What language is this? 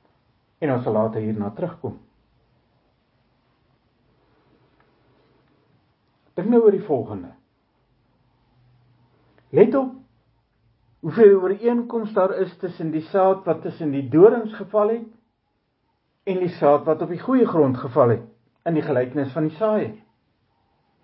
Afrikaans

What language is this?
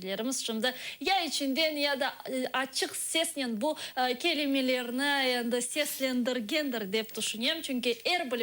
Crimean Tatar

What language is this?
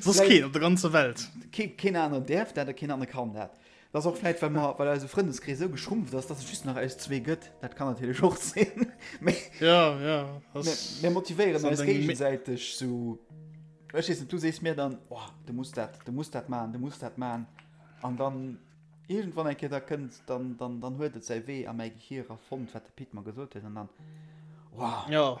Luxembourgish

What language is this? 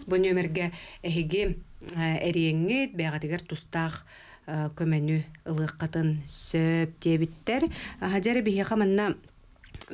Yakut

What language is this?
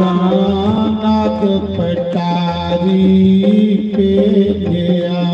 Dogri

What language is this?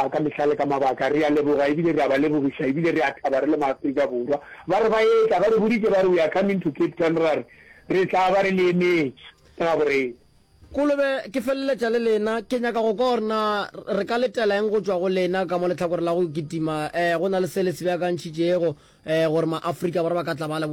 Northern Sotho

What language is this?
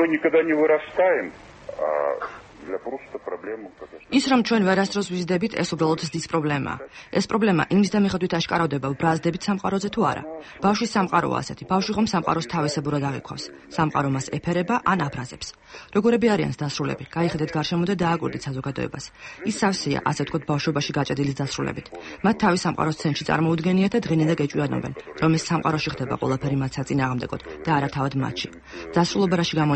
Georgian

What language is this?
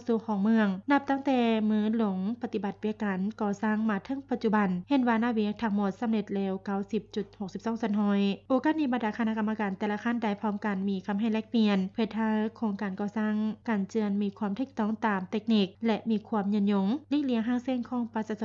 Lao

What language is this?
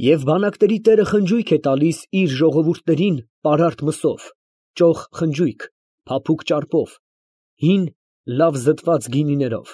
Armenian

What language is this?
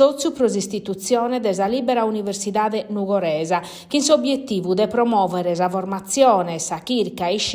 Sardinian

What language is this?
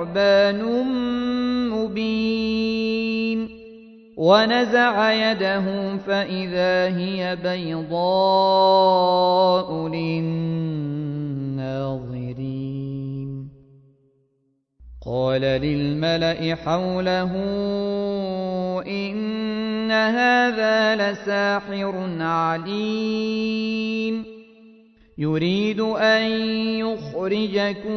Arabic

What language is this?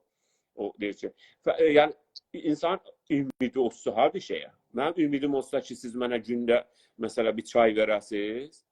South Azerbaijani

